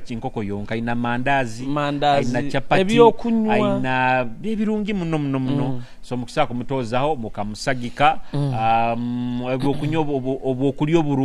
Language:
Nyoro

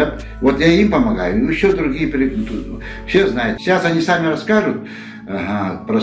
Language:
Yakut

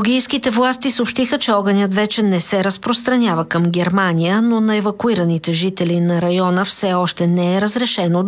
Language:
Bulgarian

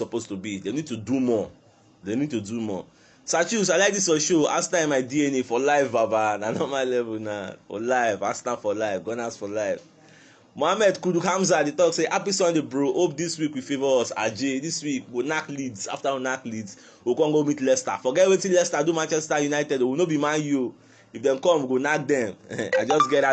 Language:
Nigerian Pidgin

